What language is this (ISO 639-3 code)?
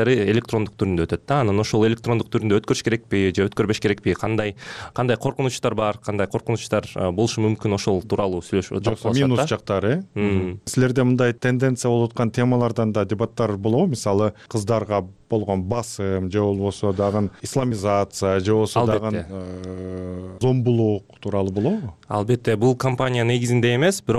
kir